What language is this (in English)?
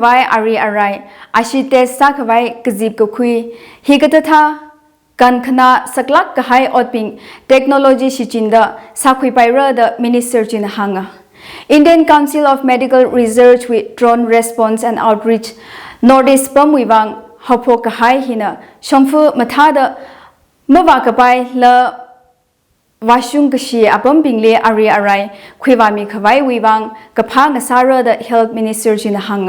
Tangkhul Naga (India)